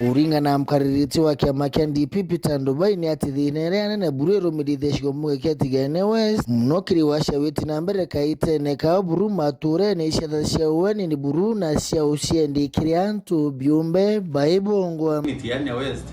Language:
Meru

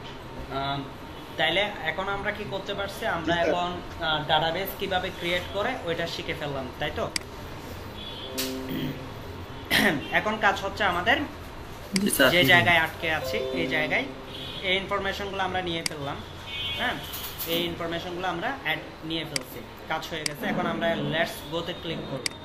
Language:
Bangla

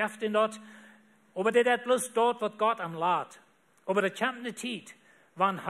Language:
Plautdietsch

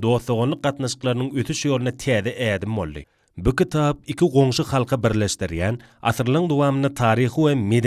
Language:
Turkmen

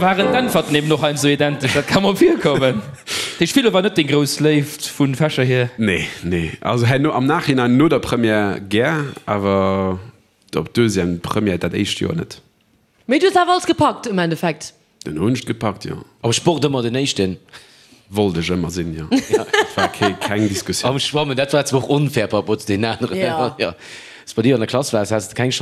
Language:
Luxembourgish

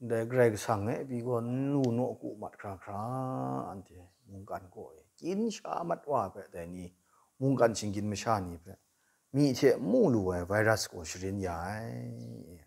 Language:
Kachin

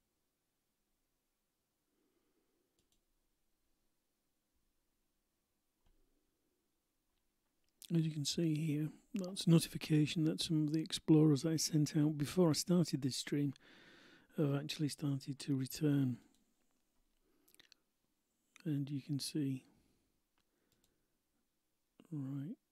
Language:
English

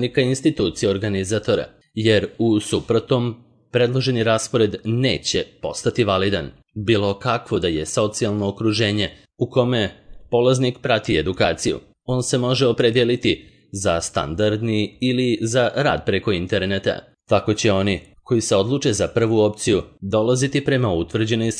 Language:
Serbian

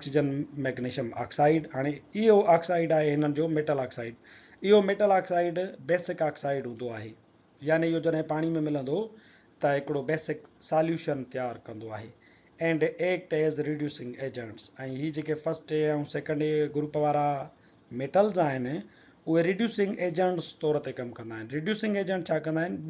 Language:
Sindhi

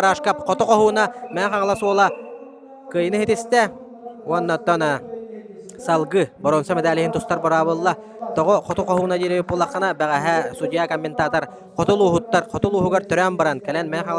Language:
Yakut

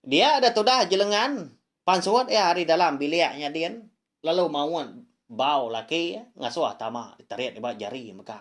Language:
Iban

